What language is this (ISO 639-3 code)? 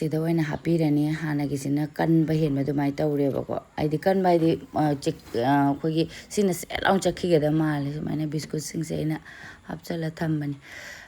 mni